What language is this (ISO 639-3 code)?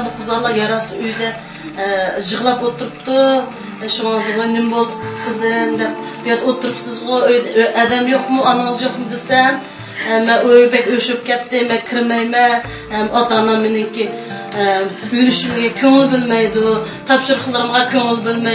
uig